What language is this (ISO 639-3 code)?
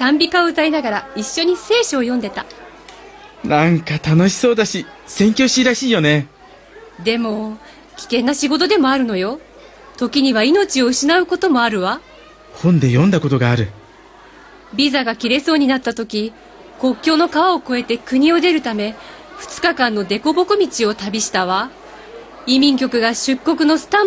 jpn